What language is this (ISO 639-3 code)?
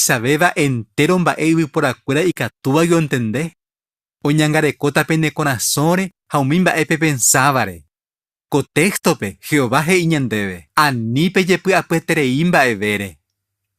grn